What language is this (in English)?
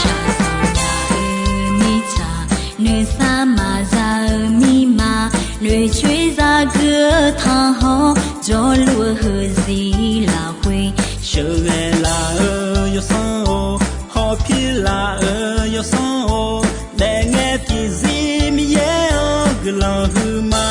Akha